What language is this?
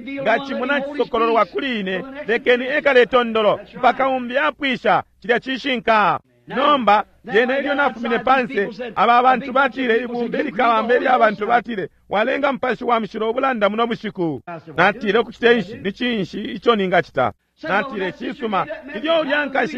Bemba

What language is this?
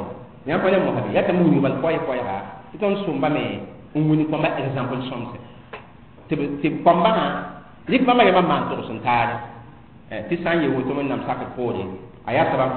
Mossi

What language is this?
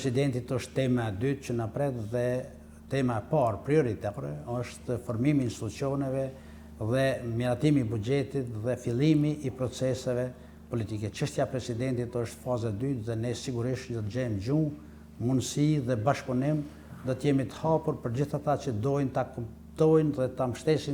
Albanian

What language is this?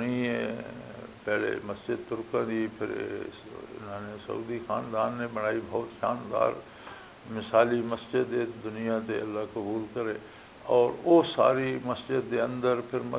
Western Panjabi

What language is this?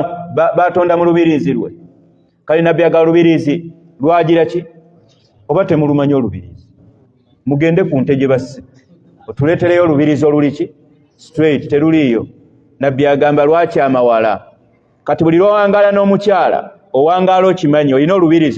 Ganda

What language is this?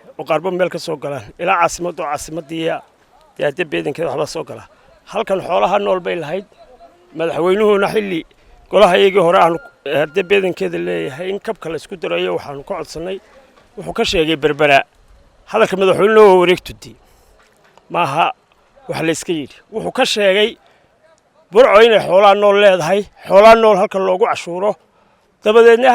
Somali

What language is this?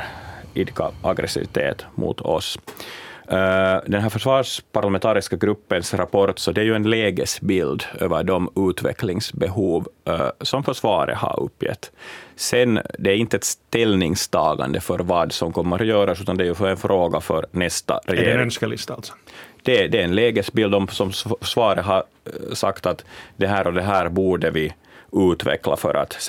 Swedish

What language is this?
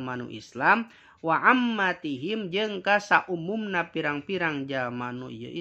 Sundanese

